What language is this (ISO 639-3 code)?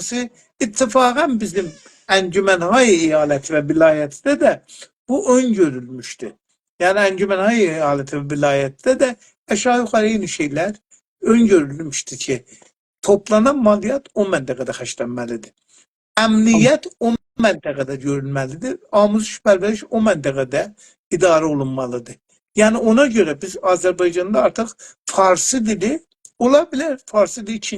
azb